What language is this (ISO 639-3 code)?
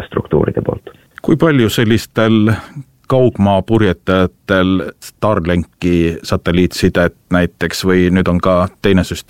est